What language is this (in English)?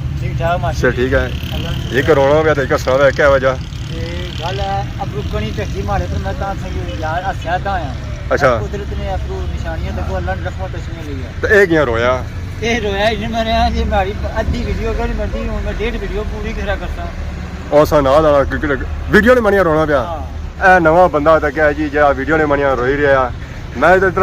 Pahari-Potwari